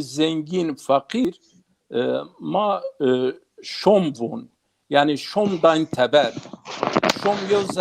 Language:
Zaza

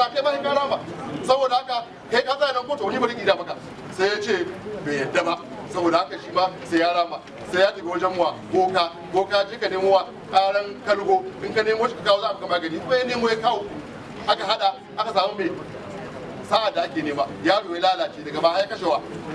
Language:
Hausa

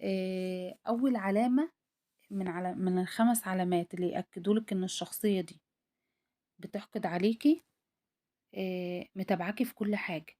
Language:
Egyptian Arabic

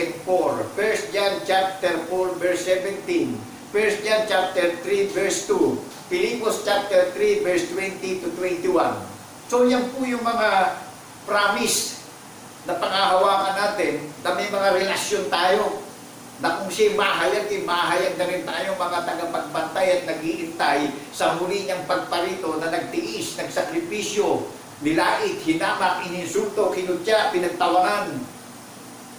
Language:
Filipino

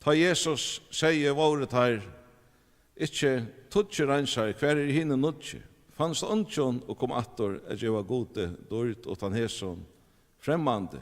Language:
Faroese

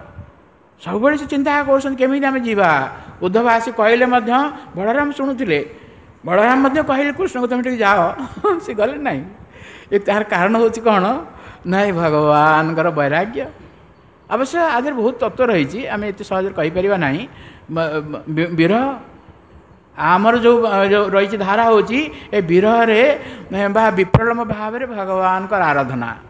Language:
Odia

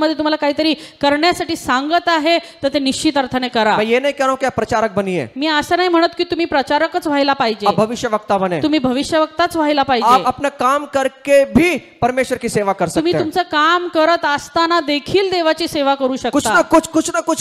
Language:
Marathi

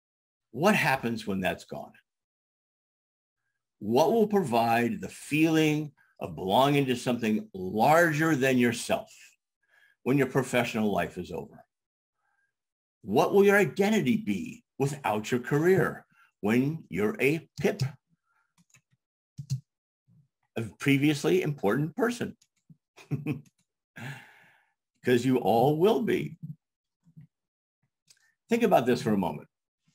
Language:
English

